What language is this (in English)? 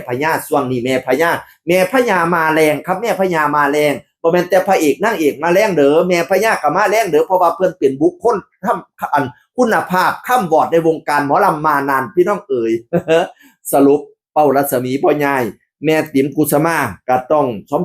Northeastern Thai